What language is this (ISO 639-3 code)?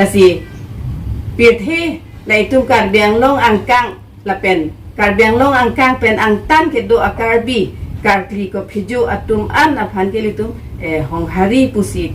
mjw